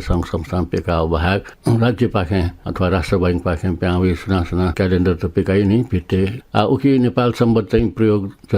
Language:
Newari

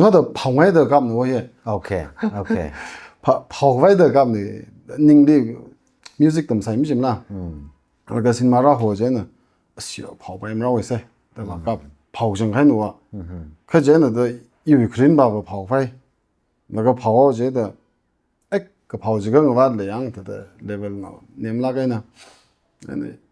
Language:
Tangkhul Naga (India)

